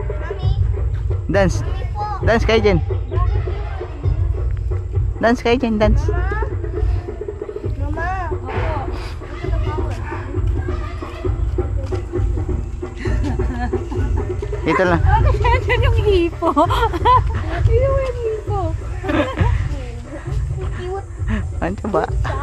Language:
Filipino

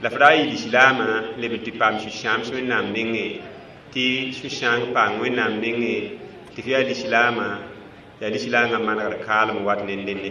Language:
Mossi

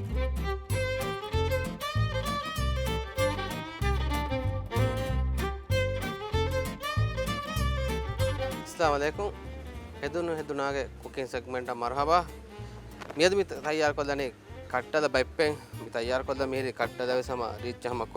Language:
Divehi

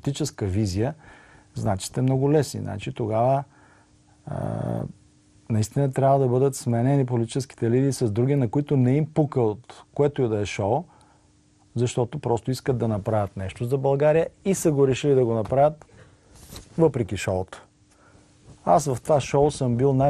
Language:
Bulgarian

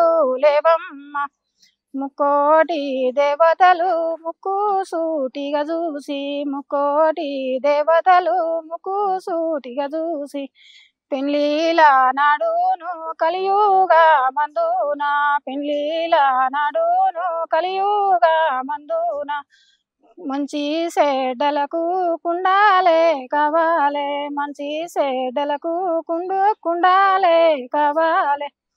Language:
Telugu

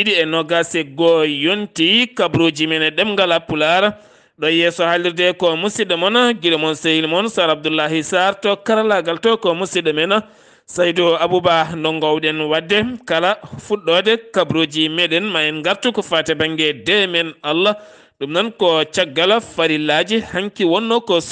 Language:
Fula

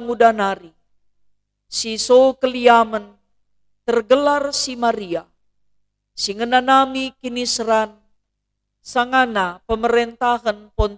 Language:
Batak Karo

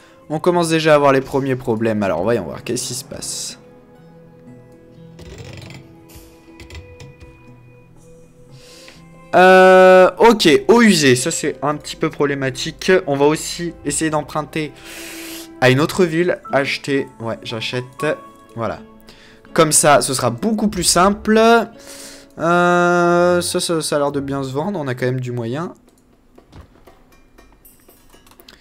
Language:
French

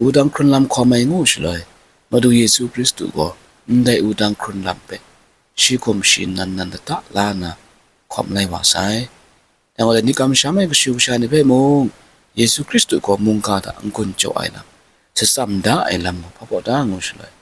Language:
Kachin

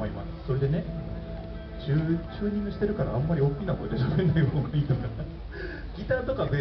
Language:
Japanese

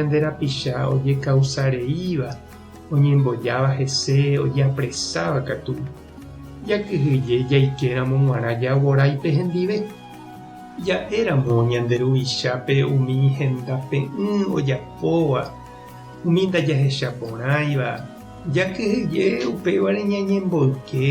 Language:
Guarani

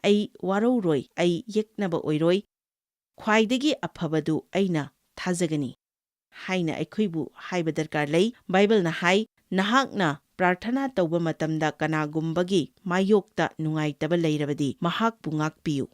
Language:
Manipuri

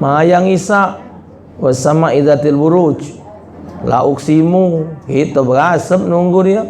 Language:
Musi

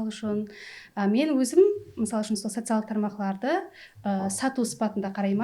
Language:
Kara-Kalpak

